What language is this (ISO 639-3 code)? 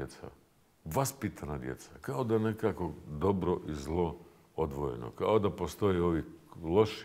bos